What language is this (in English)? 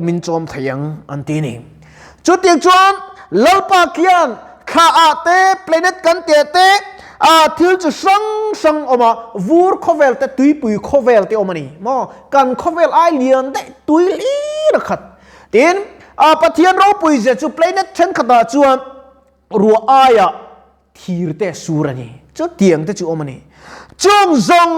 Mizo